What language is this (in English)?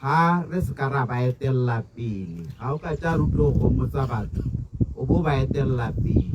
Tswana